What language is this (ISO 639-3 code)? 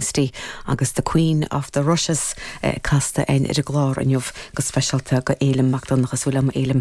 gle